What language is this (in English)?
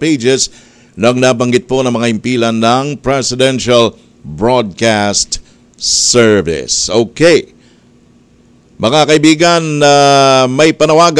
Filipino